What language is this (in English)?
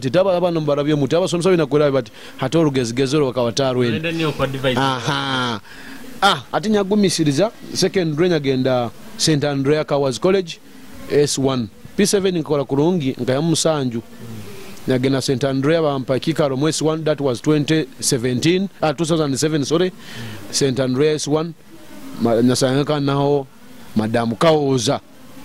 Nyoro